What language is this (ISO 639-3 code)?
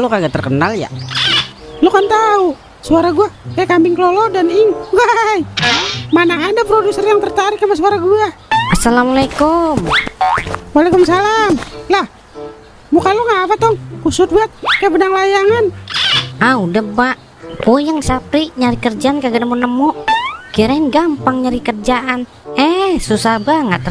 bew